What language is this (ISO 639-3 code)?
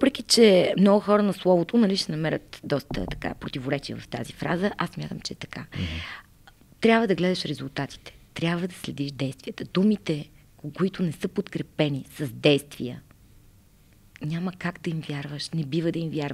bul